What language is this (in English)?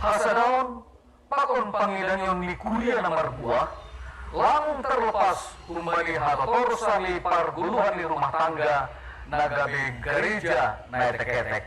Batak Simalungun